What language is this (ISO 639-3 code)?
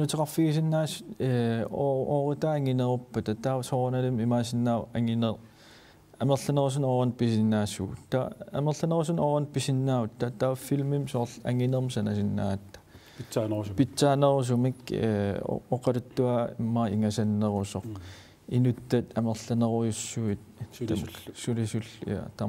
kal